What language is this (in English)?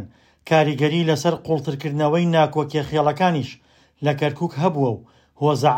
Central Kurdish